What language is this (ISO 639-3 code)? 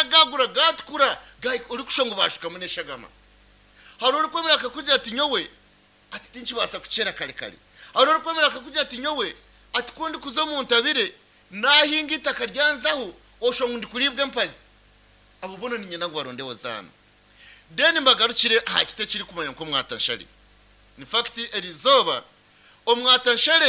nyn